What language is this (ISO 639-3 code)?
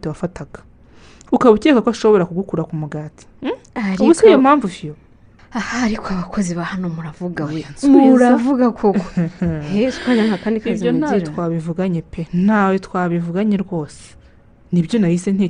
kin